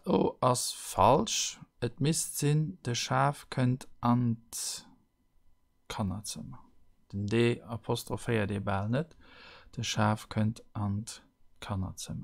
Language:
Luxembourgish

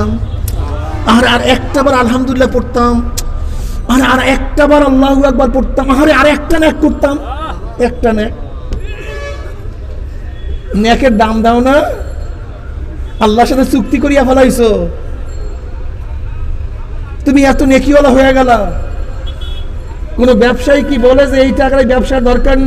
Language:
Bangla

